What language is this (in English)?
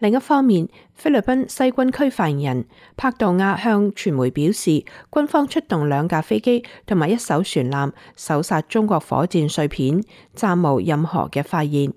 Cantonese